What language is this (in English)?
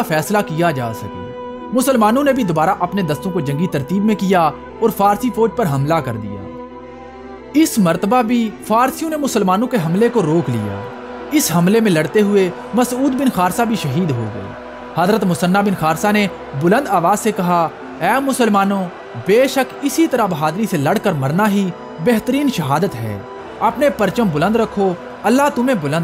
Urdu